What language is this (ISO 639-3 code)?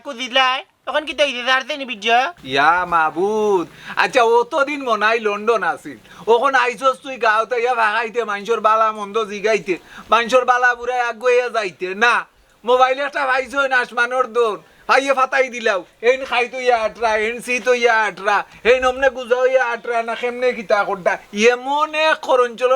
syl